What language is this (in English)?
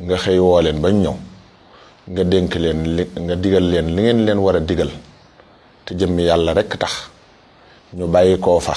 Wolof